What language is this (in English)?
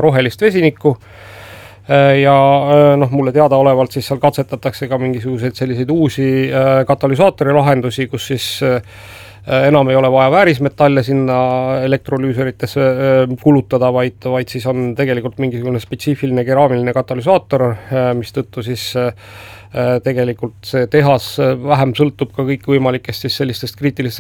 Estonian